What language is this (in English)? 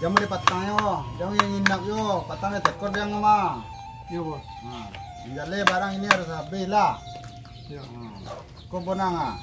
Minangkabau